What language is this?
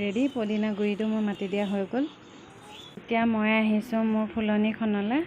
Assamese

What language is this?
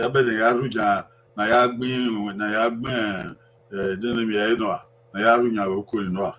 Bini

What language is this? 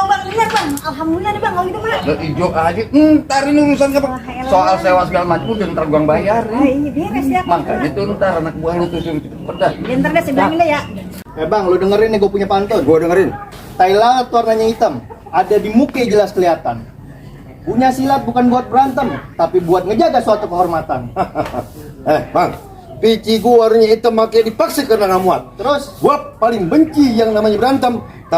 Betawi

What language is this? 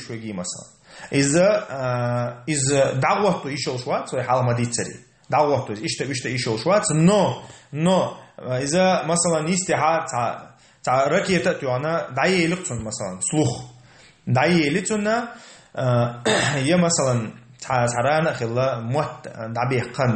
Chechen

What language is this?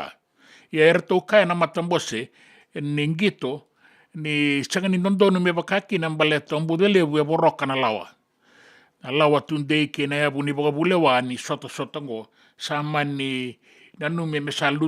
Fijian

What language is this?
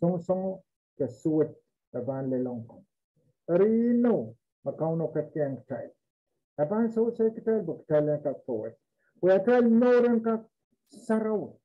Pohnpeian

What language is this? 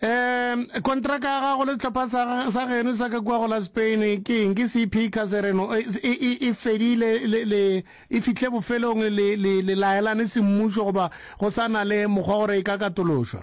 Northern Sotho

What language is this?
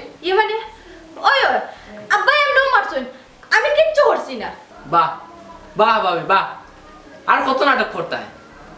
Sylheti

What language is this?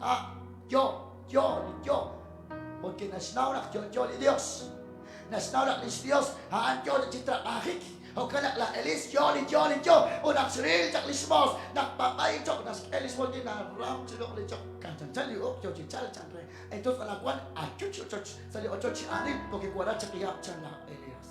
Kekchí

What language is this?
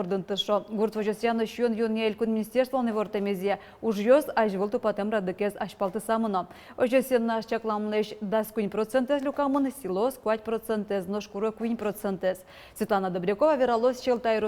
Udmurt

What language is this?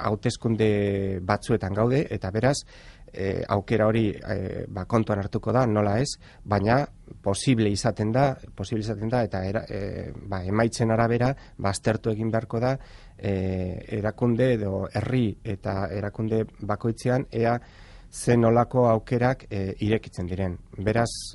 Basque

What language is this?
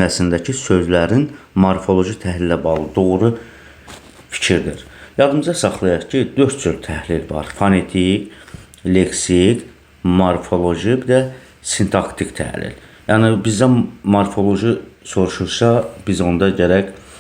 Azerbaijani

